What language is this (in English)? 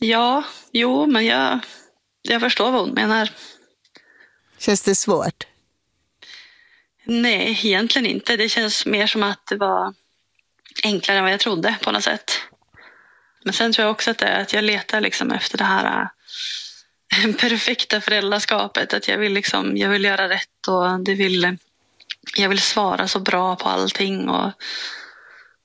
Swedish